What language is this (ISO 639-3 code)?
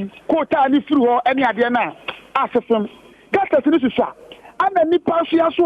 aka